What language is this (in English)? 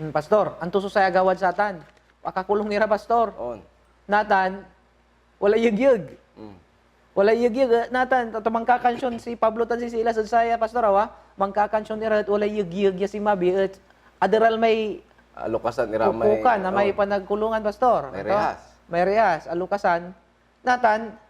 Pangasinan